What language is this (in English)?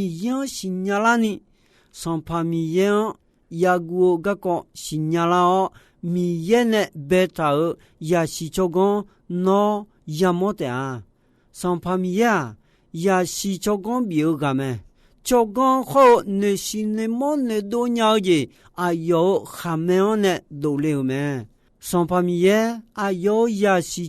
Akha